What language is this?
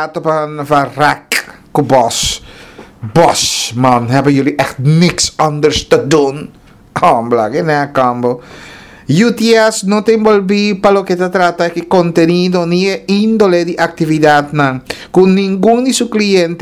Papiamento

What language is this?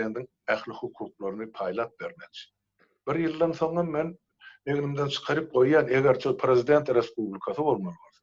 Turkmen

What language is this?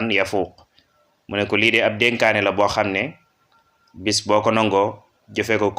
Wolof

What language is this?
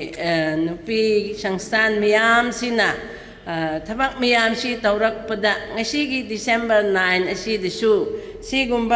Manipuri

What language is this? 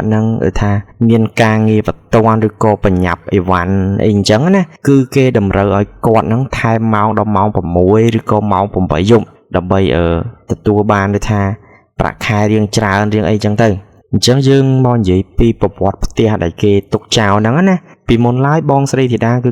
Khmer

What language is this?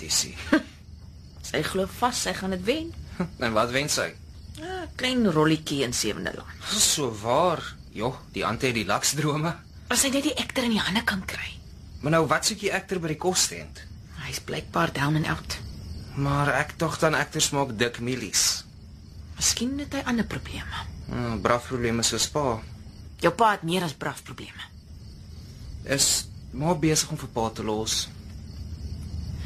Afrikaans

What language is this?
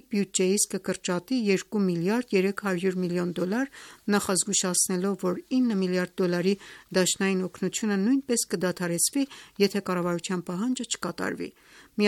Armenian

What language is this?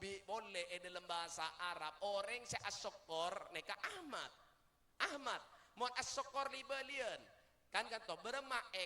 Madurese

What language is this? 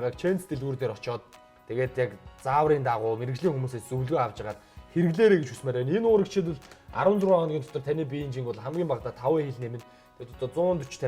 Mongolian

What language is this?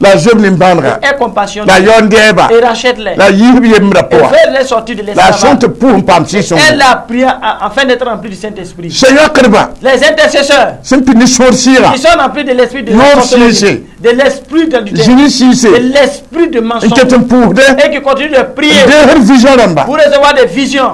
Mossi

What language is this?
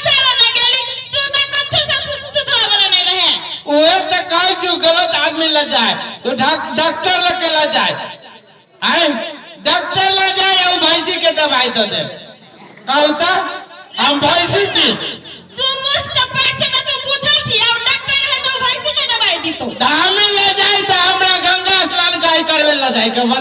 Maithili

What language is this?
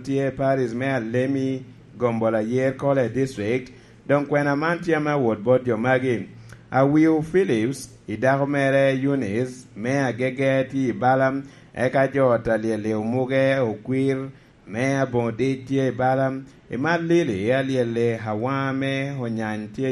Lango (Uganda)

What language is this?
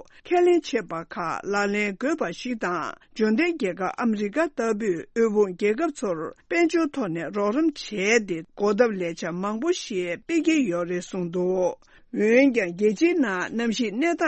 Tibetan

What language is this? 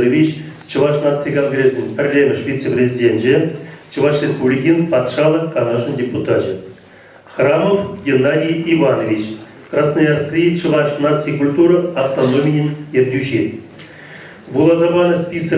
Chuvash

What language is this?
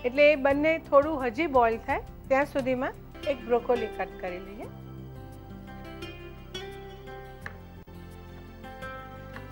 Gujarati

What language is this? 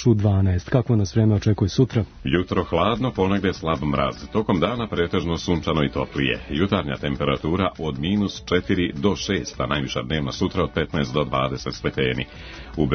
Serbian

